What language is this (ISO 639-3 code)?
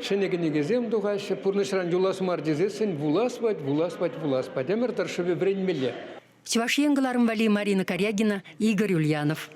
chv